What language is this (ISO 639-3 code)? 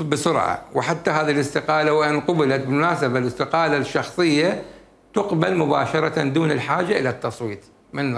acm